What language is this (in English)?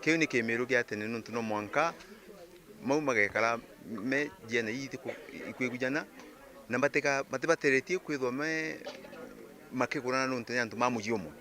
Meru